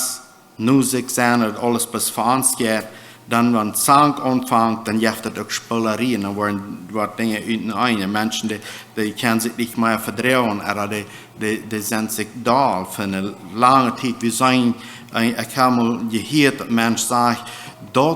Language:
Plautdietsch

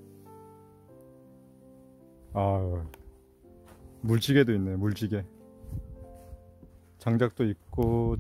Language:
Korean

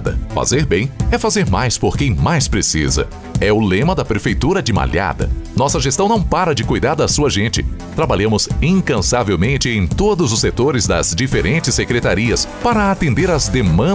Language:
Portuguese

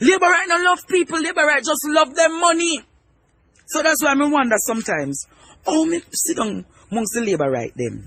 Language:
Jamaican Creole English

